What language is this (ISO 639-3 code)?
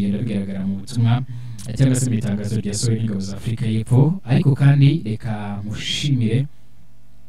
kin